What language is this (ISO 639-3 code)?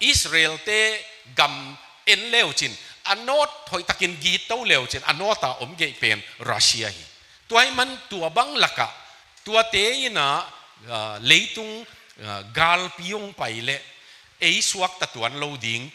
ctd